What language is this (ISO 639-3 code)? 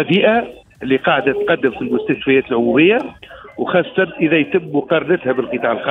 aeb